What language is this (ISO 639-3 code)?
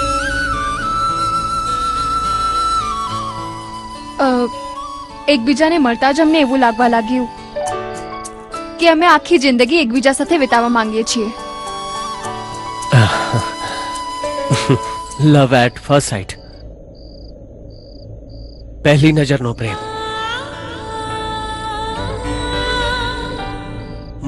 guj